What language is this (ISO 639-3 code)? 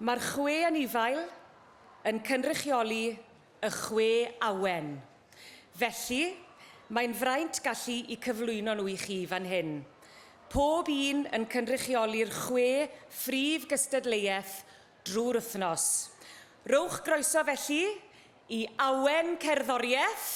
cym